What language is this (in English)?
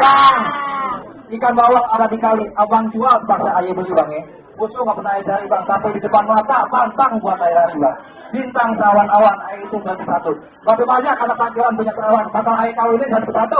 Betawi